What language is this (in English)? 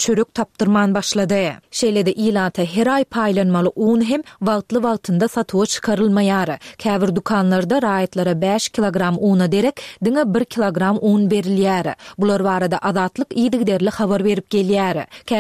Turkmen